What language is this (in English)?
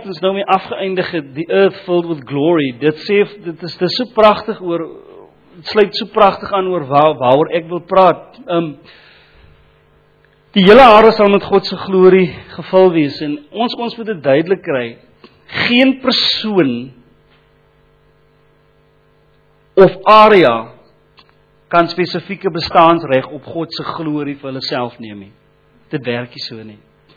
Afrikaans